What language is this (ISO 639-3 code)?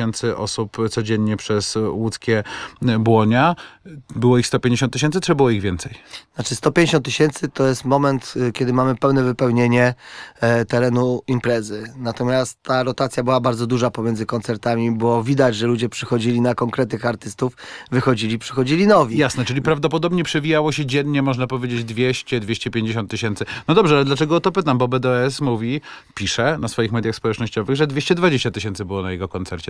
pol